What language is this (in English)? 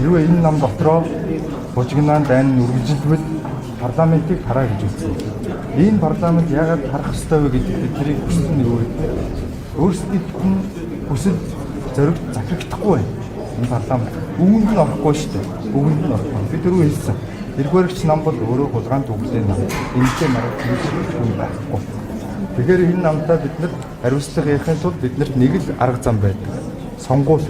Mongolian